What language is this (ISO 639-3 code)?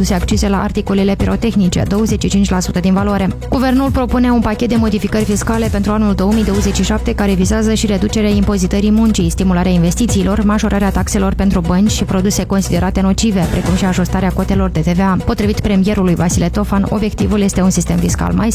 ron